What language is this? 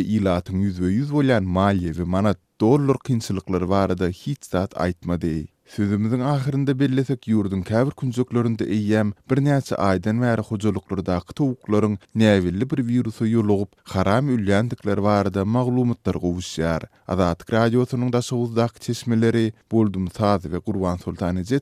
Turkmen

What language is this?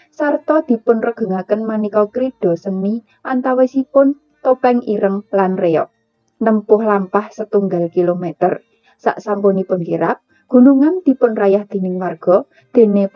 Javanese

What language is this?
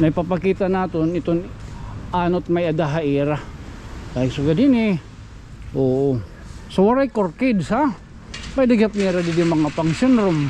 Waray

